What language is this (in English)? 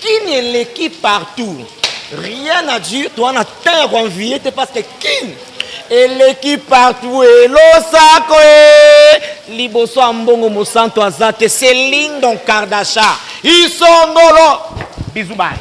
Lingala